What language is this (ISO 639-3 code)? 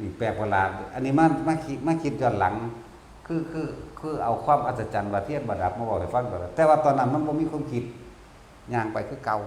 tts